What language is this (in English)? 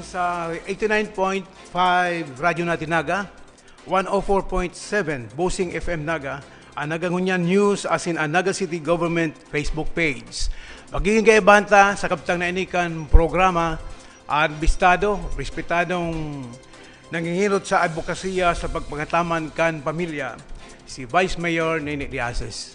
Bikol